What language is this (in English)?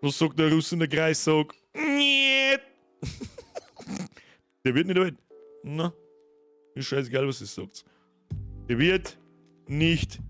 Bavarian